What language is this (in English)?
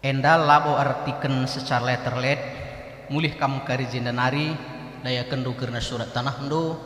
Batak Karo